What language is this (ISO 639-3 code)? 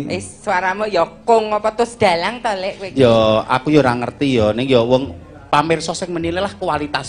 jav